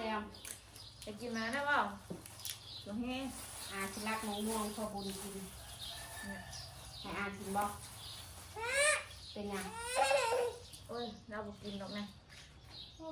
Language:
Northeastern Thai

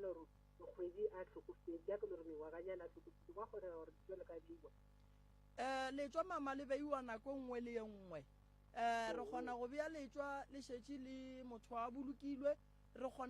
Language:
Northern Sotho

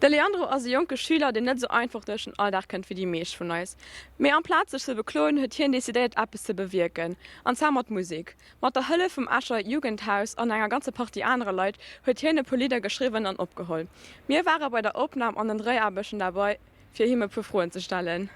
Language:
Luxembourgish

